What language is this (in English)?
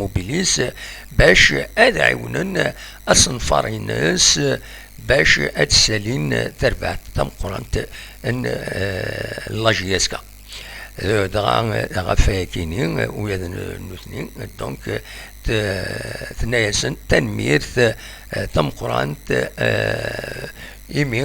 Kabyle